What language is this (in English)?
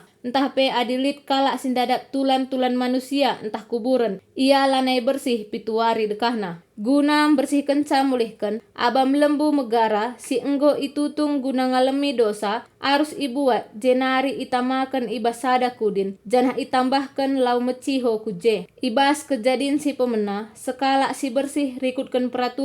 Batak Karo